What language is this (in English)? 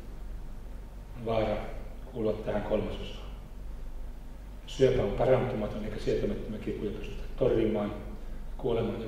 Finnish